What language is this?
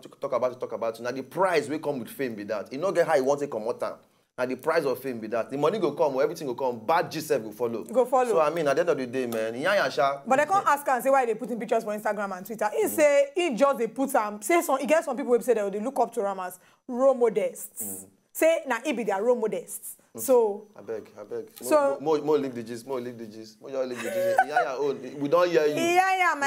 Nigerian Pidgin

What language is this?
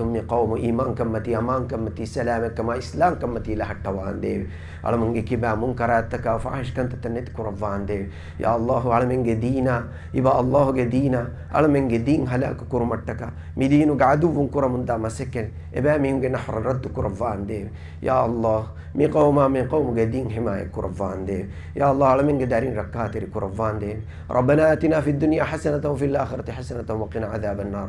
Divehi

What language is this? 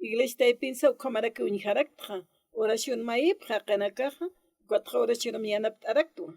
Aymara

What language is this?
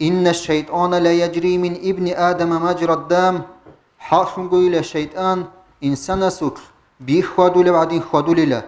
Avaric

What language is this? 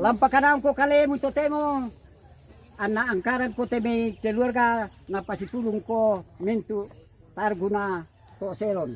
Toraja-Sa'dan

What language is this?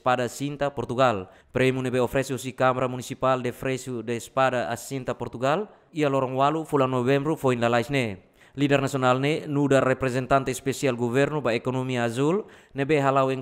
Tetum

